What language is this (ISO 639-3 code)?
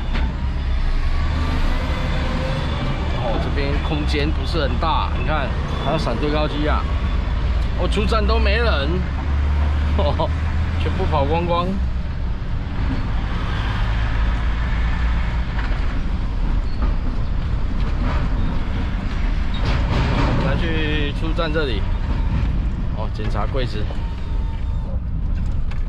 zho